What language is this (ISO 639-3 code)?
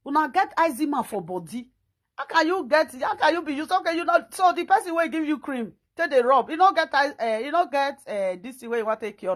pcm